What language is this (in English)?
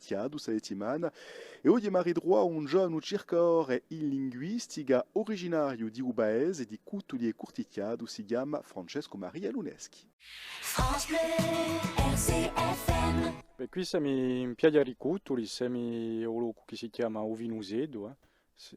Corsican